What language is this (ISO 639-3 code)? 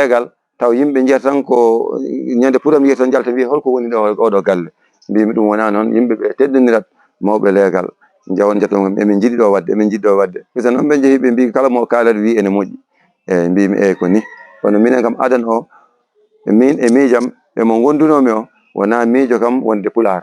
ful